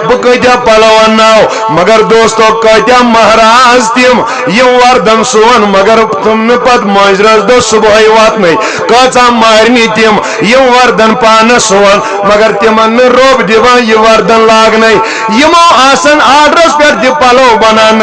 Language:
Kashmiri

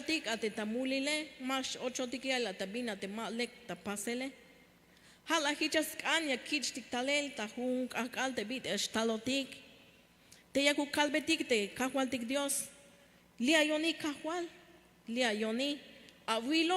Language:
Tzeltal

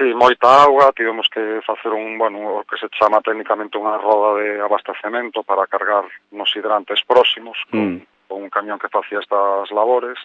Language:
Galician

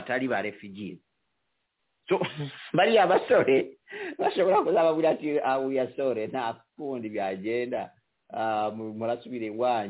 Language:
Kinyarwanda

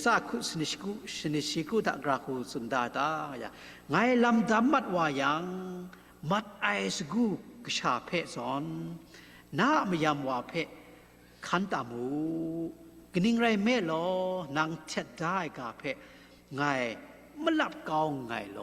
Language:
Kachin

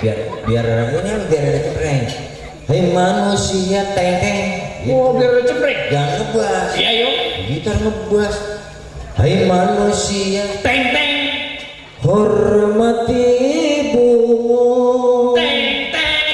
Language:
Betawi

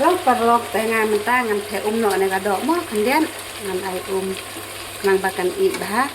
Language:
Khasi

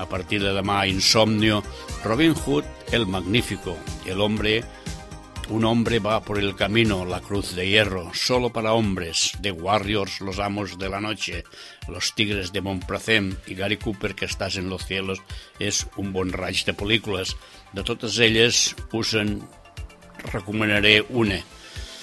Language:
Catalan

